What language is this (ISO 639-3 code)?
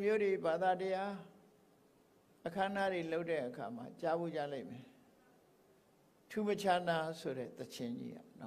mya